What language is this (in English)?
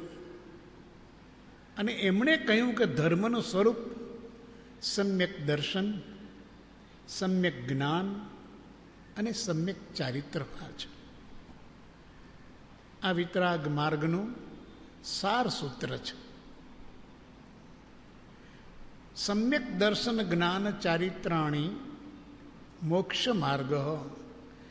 Gujarati